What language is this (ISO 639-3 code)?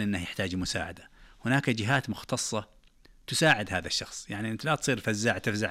ars